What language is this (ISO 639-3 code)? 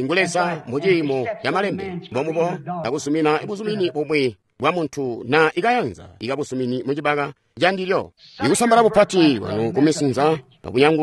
toi